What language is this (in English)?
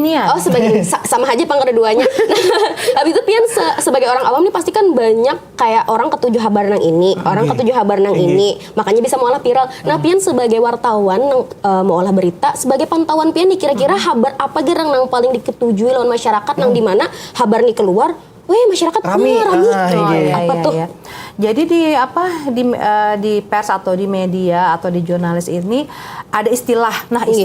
Banjar